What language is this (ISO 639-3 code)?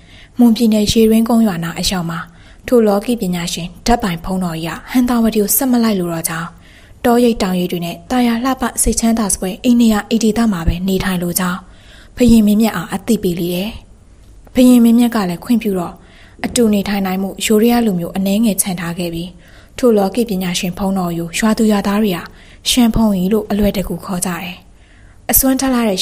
mya